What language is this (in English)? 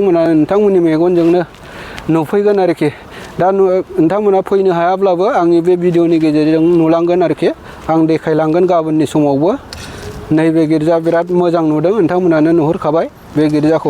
Bodo